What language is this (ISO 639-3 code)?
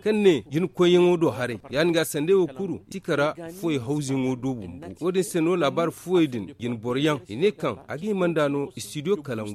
dje